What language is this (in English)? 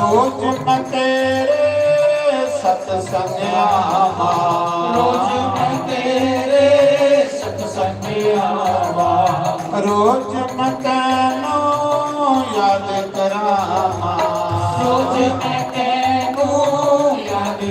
Dogri